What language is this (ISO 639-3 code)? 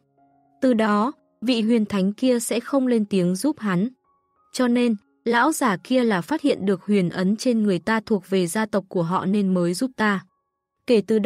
vie